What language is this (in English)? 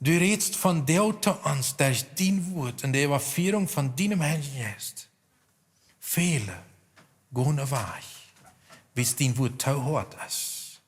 Plautdietsch